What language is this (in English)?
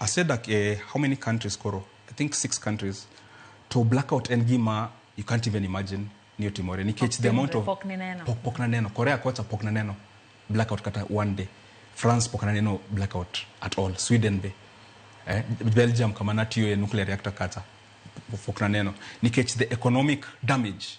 Luo (Kenya and Tanzania)